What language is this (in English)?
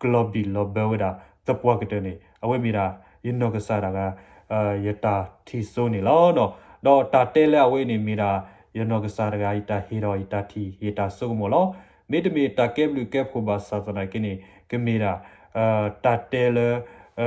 S'gaw Karen